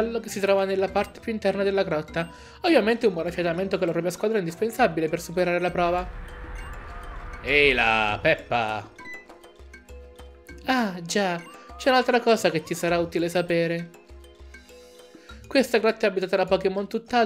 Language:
Italian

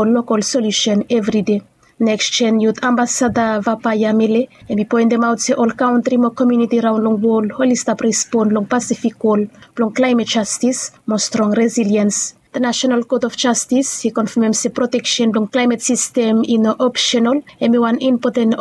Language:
Bislama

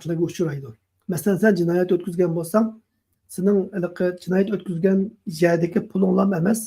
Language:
Uyghur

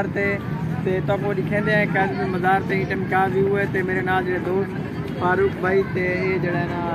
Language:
Saraiki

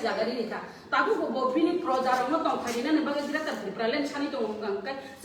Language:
Kok Borok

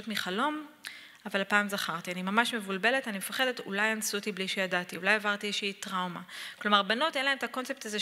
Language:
Hebrew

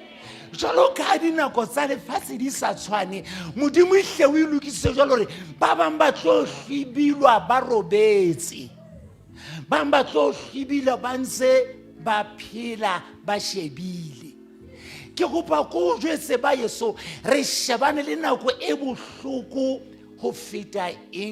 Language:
Southern Sotho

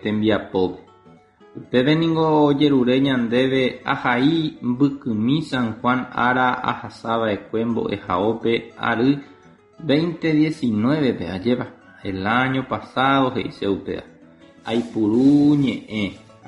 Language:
Guarani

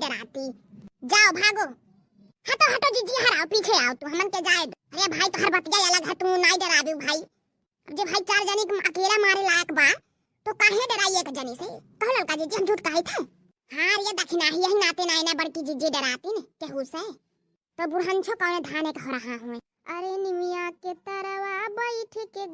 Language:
Awadhi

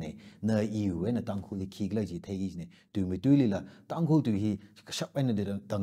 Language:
Tangkhul Naga (India)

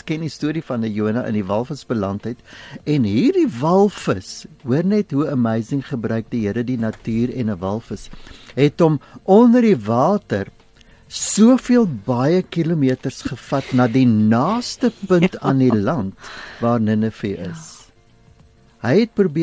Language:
Afrikaans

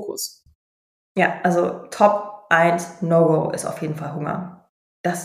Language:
German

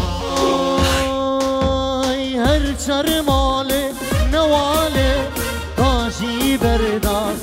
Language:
Persian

